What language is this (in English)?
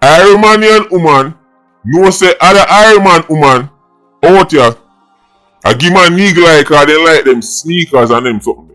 Jamaican Creole English